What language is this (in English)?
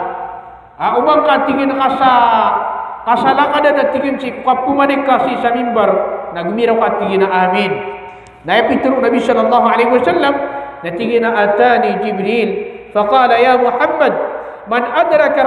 Maranao